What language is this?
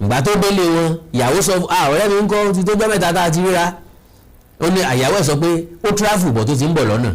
Yoruba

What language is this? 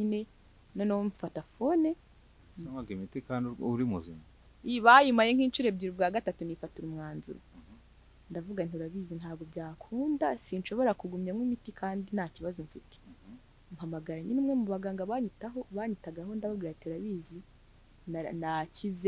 Kinyarwanda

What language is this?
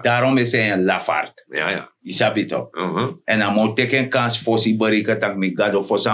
Sranan Tongo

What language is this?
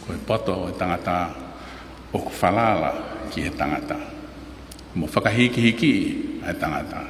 Tongan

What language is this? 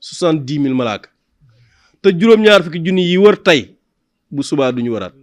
Wolof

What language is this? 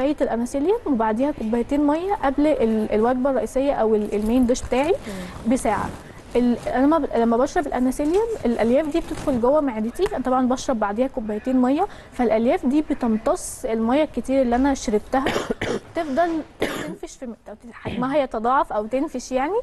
Egyptian Arabic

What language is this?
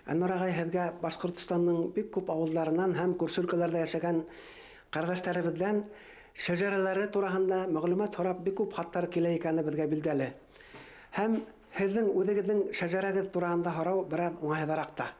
Bashkir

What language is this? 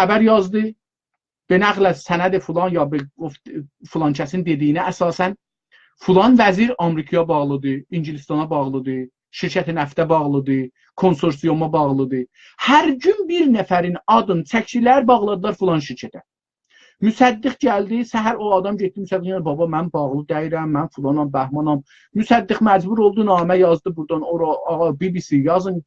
South Azerbaijani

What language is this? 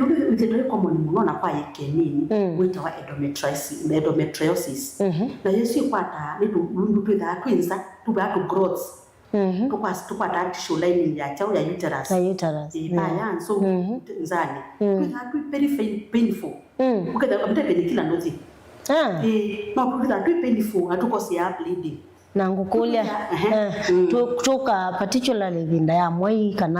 Kamba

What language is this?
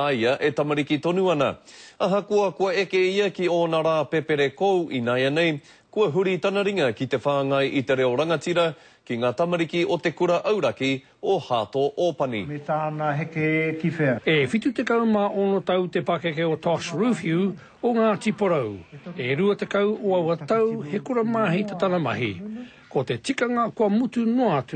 Māori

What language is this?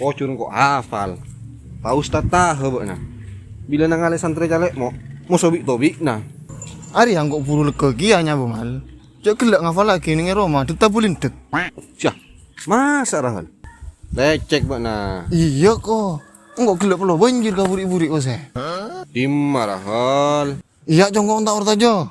Madurese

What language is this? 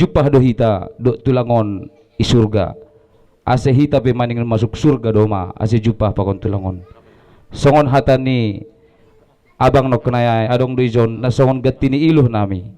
Batak Toba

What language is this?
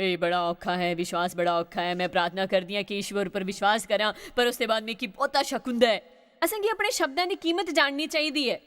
Dogri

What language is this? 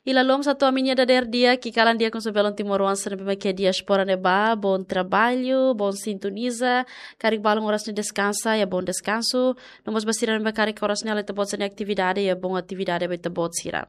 Tetum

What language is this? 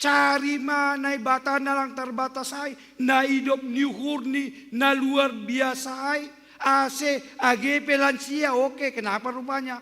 Batak Simalungun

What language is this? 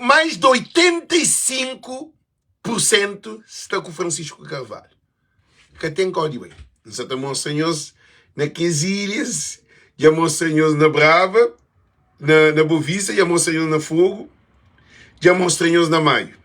Kabuverdianu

